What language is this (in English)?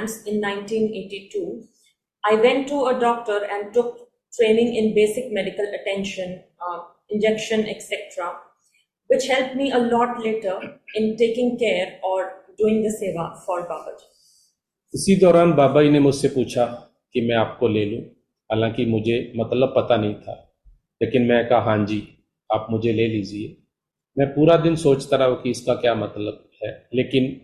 Hindi